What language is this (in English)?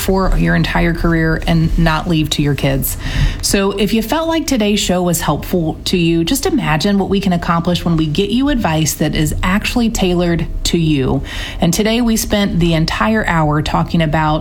English